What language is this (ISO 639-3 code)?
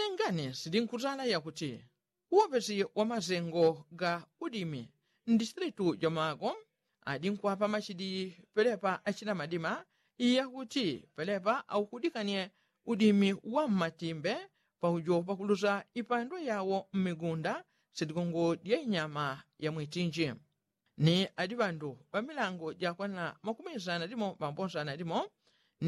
yao